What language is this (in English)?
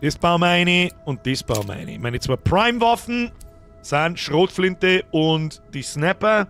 Bavarian